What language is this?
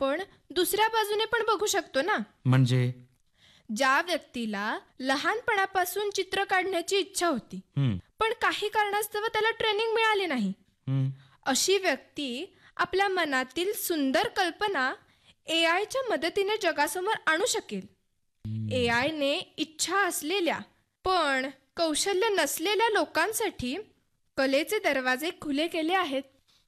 Marathi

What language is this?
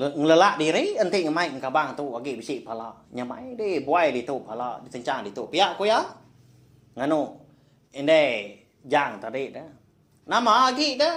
Iban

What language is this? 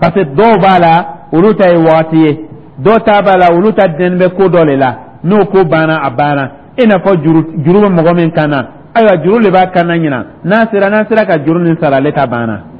Dyula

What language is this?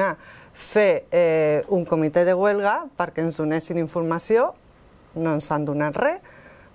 Catalan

